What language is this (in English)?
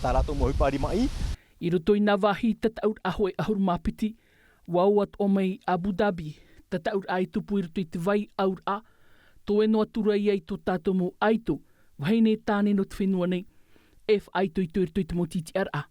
Tahitian